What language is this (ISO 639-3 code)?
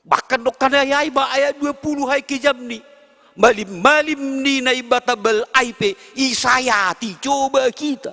bts